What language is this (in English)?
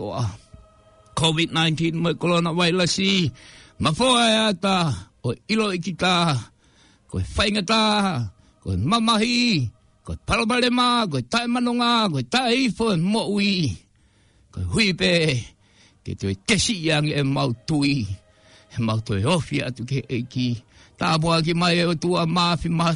Tongan